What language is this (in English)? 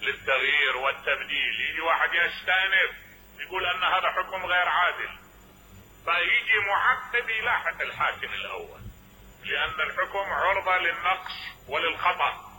Mesopotamian Arabic